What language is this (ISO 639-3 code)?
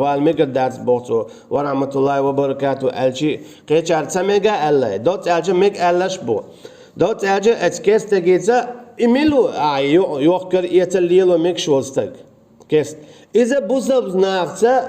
che